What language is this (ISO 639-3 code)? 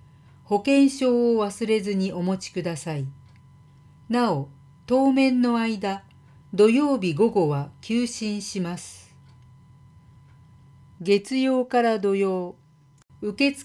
jpn